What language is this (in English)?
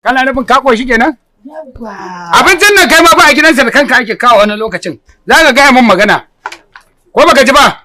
Hausa